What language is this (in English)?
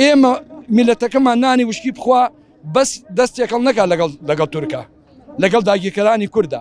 Central Kurdish